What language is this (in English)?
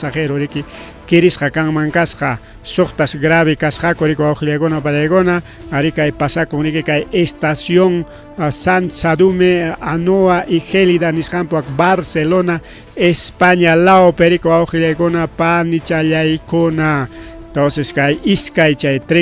Ayacucho Quechua